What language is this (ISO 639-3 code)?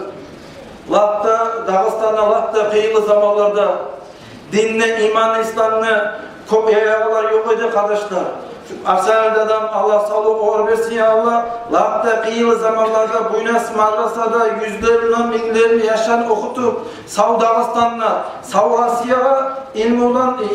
kum